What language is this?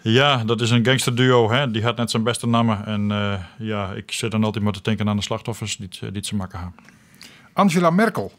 Western Frisian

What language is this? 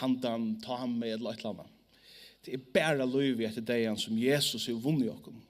Faroese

